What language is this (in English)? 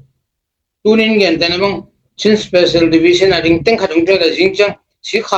Tedim Chin